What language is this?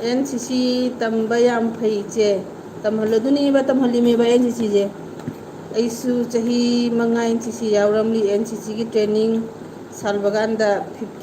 Manipuri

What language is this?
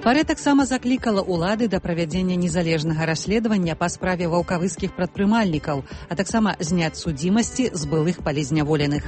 Belarusian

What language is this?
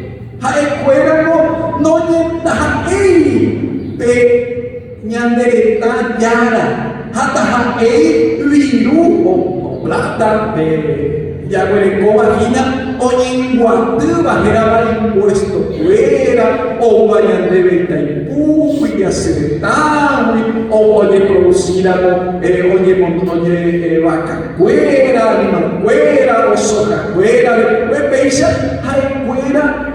Guarani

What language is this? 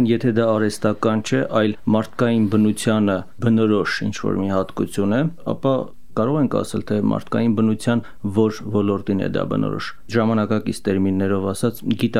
Armenian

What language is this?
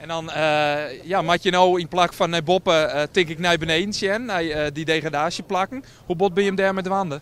Western Frisian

